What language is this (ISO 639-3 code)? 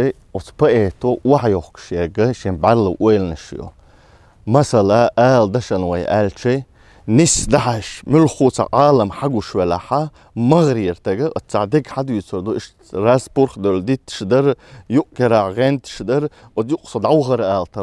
che